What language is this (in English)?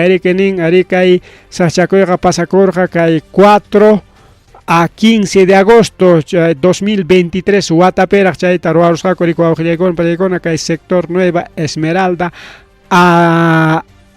Ayacucho Quechua